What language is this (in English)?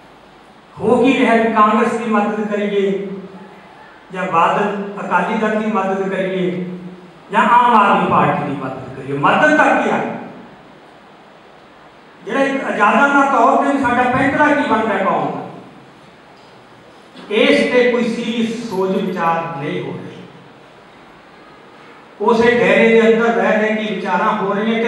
Punjabi